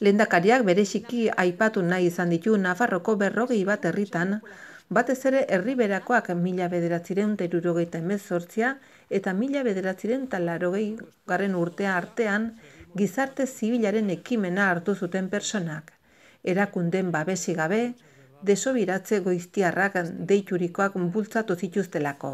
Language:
Basque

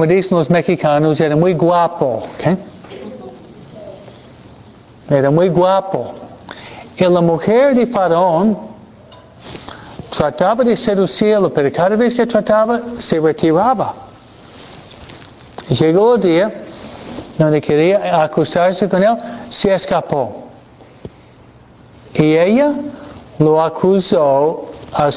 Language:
Spanish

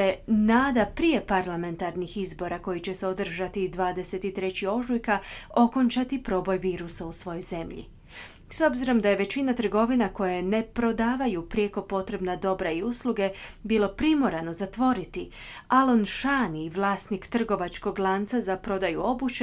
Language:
Croatian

